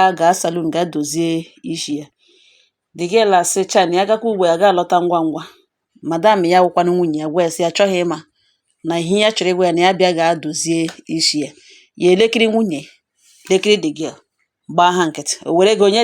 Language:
Igbo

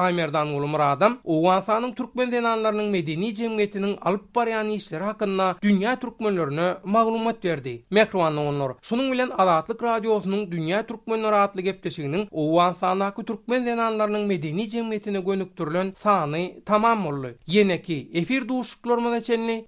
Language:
Turkmen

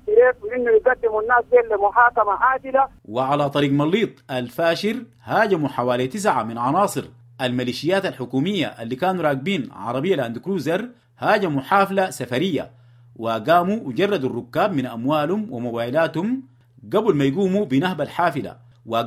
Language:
Sudanese Arabic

